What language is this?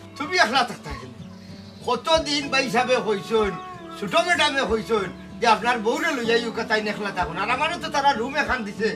Sylheti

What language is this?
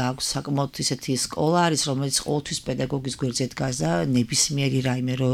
Georgian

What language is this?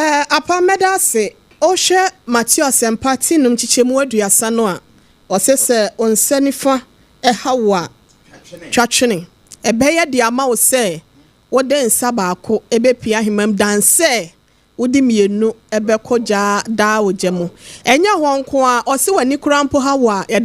Akan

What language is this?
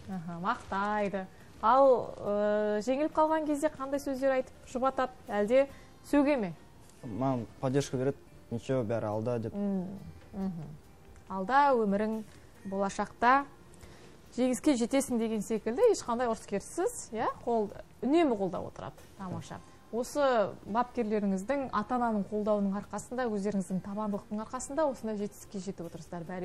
Kazakh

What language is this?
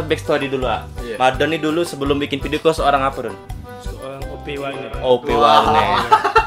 Musi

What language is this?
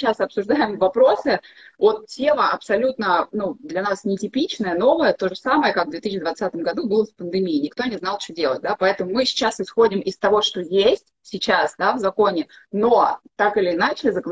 Russian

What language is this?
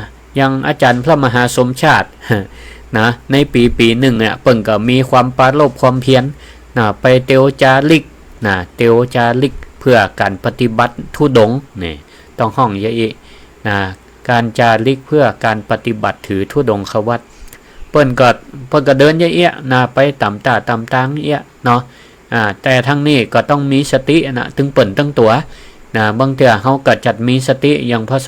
Northern Thai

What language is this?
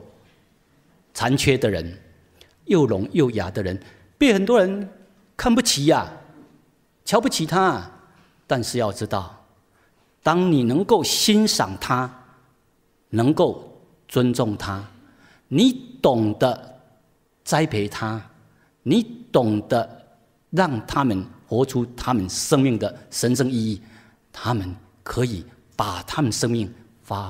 Chinese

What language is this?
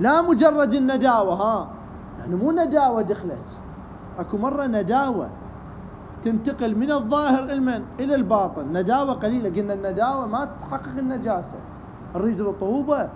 Mesopotamian Arabic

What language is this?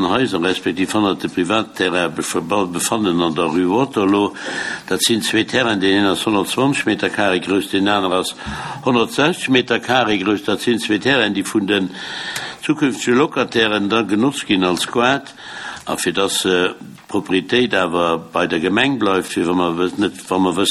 Luxembourgish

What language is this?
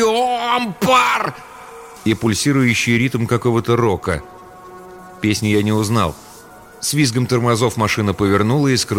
Russian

